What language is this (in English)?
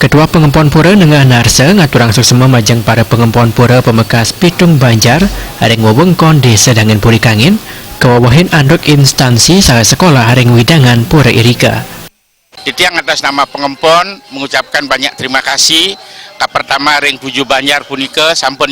Balinese